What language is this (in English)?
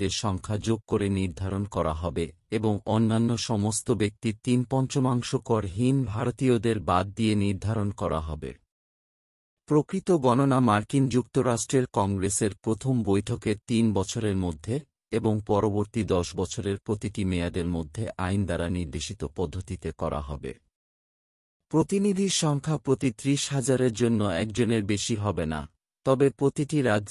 Bangla